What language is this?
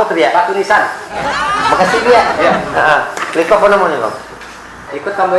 Minangkabau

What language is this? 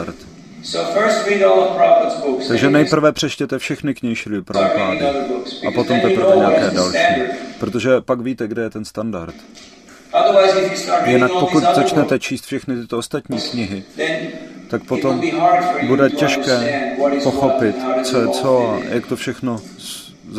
Czech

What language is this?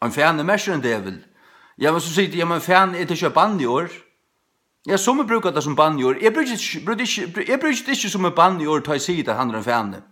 Faroese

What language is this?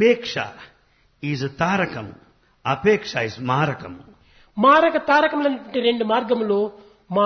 Telugu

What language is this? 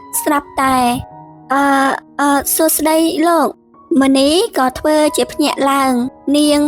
Khmer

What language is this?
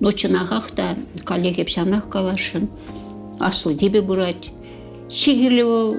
Chuvash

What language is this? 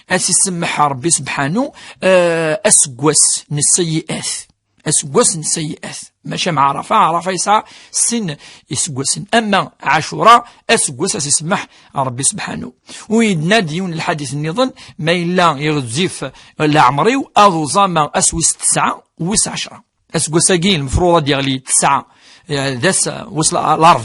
Kabyle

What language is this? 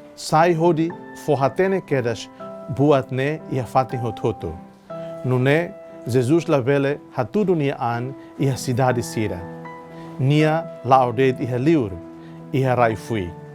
Tetum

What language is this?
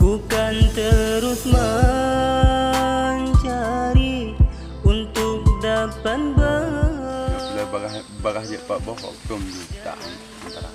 Achinese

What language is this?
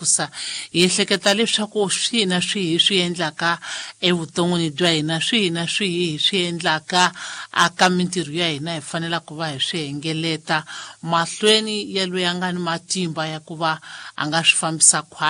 Tsonga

